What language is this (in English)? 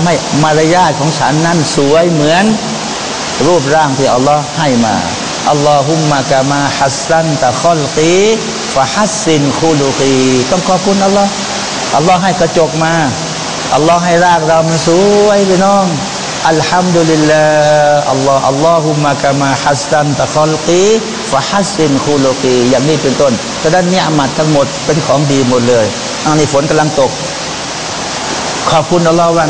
Thai